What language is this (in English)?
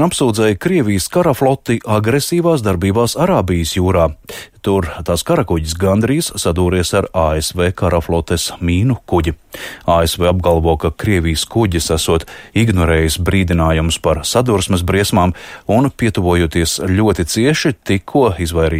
Latvian